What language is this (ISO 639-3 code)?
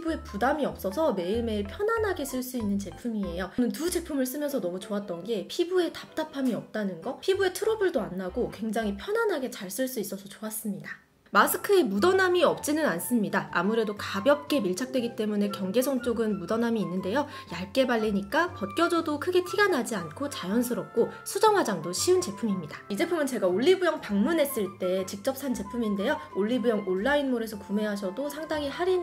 kor